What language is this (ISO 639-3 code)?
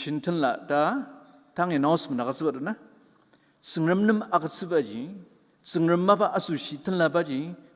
njo